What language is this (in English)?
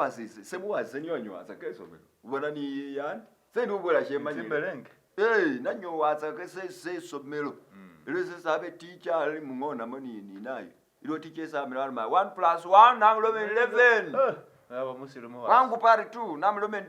Masaaba